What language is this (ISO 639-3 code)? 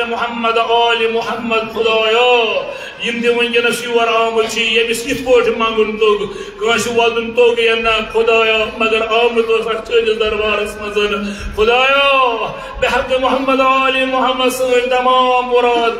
kas